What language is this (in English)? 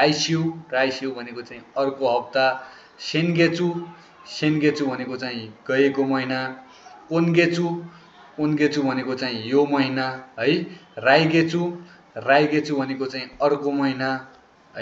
Nepali